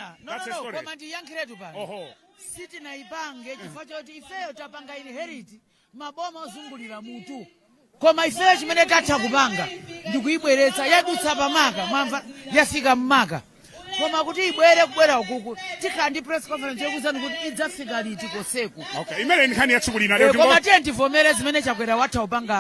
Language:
Nyanja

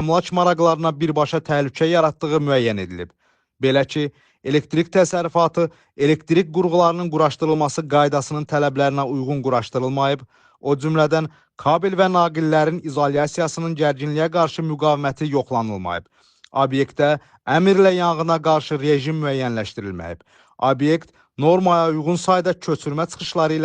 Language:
Azerbaijani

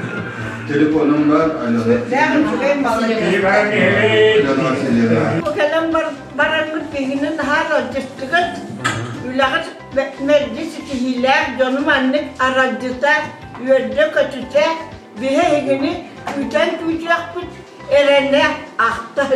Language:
Yakut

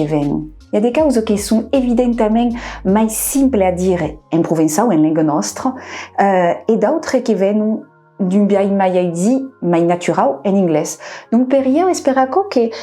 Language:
Occitan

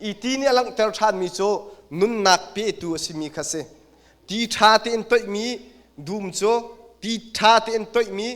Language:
Hakha Chin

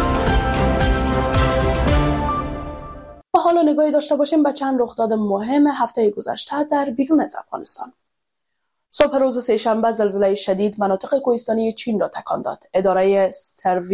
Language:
Persian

